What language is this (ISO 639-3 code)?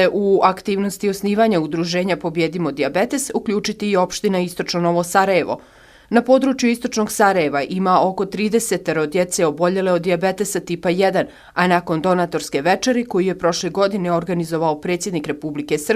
bos